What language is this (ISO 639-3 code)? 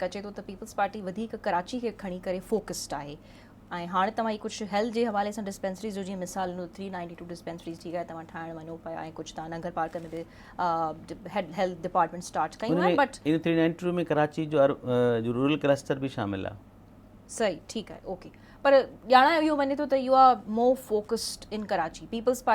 snd